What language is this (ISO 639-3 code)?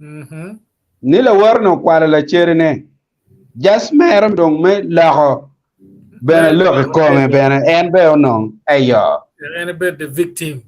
ach